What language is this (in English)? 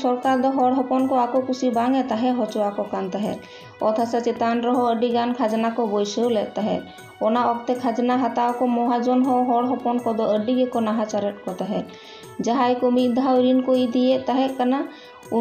Santali